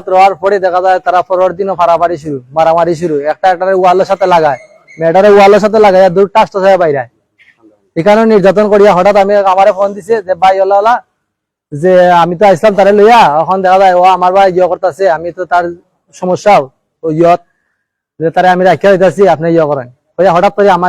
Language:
Sylheti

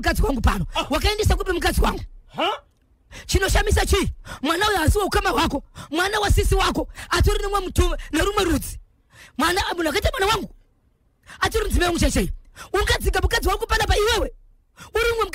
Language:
Shona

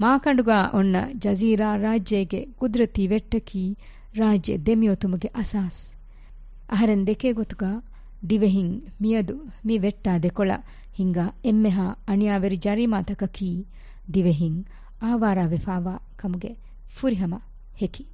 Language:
Divehi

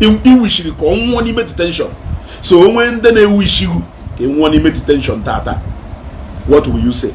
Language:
Igbo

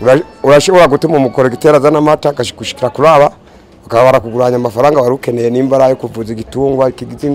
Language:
Rundi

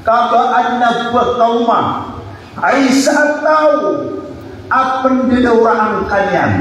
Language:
Maranao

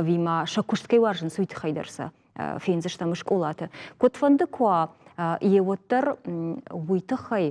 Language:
Ossetic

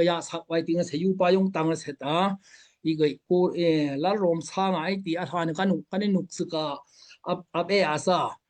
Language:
Daai Chin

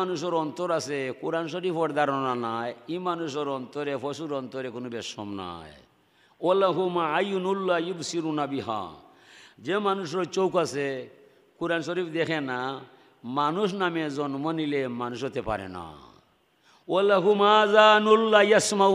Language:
Sylheti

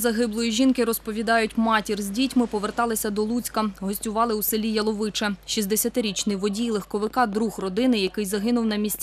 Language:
Ukrainian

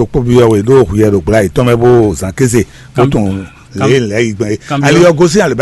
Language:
Fon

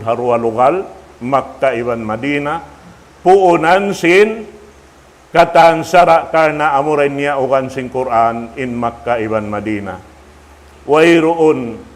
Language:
Tausug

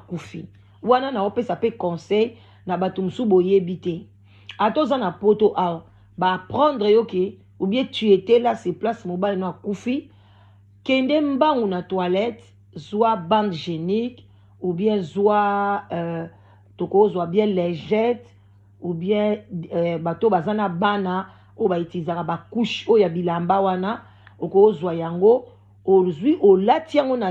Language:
Lingala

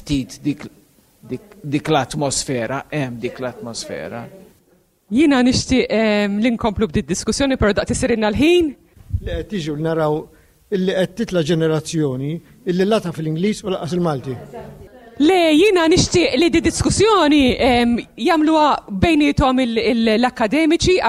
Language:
Maltese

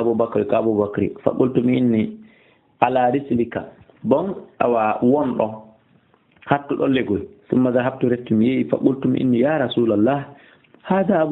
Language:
Fula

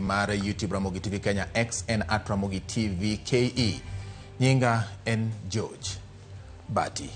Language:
Luo (Kenya and Tanzania)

